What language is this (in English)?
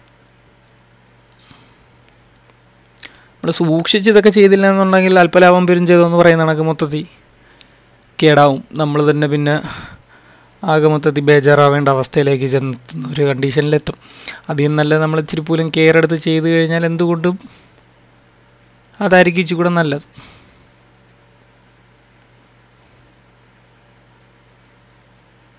Malayalam